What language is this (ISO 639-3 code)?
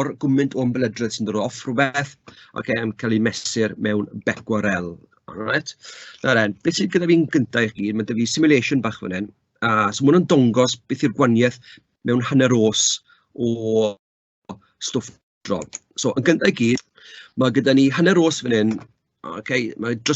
cym